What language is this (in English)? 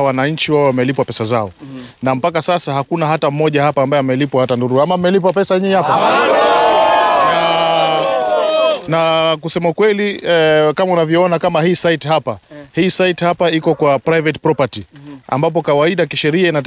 Swahili